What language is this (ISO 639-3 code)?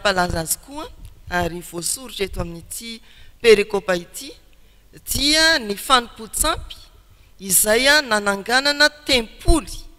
mlg